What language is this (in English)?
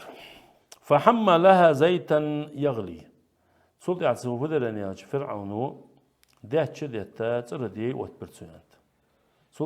Ingush